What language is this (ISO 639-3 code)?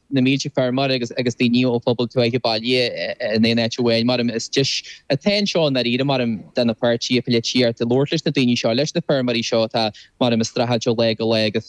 gle